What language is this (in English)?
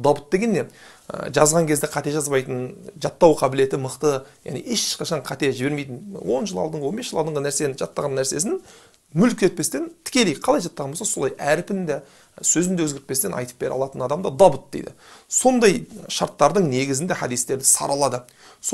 Kazakh